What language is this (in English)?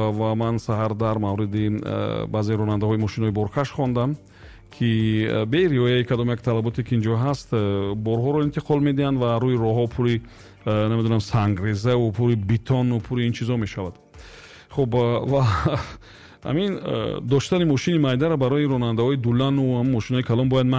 Tajik